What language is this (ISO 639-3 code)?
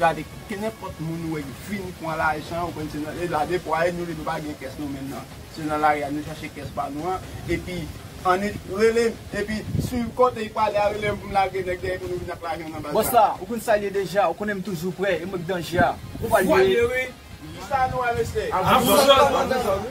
hat